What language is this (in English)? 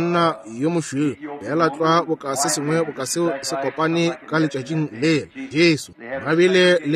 Northern Sotho